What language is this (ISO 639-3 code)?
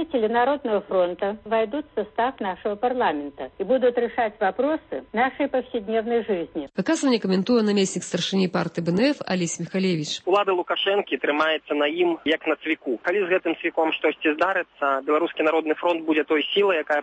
bel